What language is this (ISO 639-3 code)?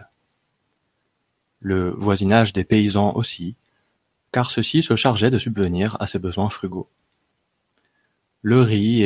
fra